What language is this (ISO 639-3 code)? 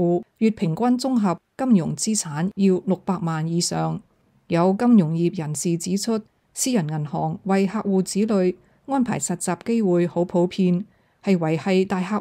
yue